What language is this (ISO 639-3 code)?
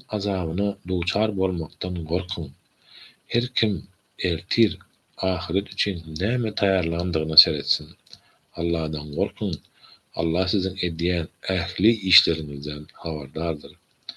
tuk